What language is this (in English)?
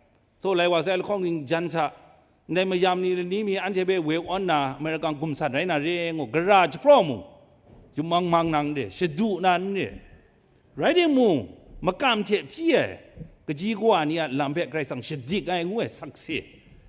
Kachin